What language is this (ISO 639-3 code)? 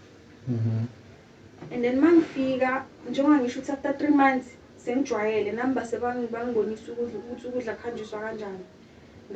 zul